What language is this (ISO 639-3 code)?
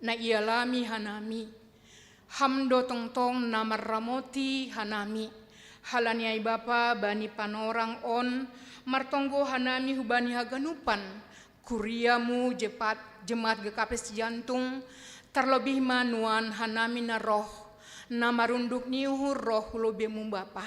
bts